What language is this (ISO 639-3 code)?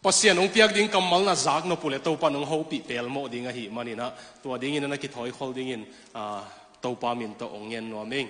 ctd